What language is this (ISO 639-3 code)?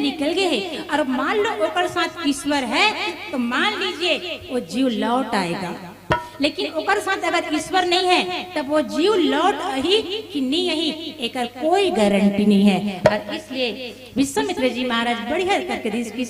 hne